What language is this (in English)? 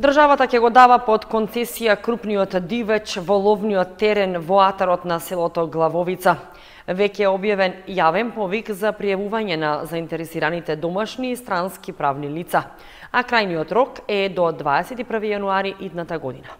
Macedonian